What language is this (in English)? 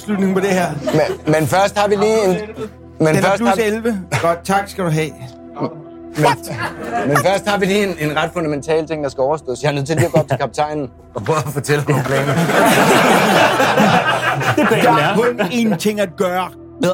Danish